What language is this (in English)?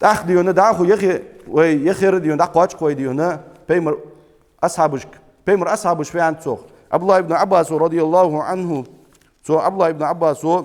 Ingush